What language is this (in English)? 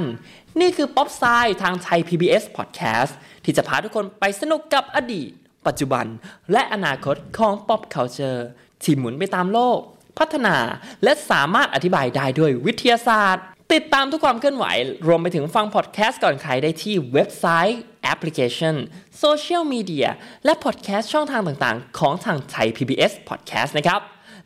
Thai